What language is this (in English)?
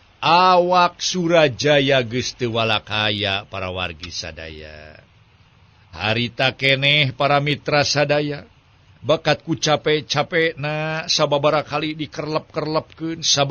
Sundanese